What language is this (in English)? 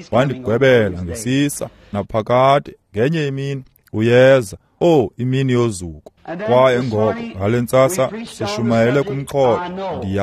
Xhosa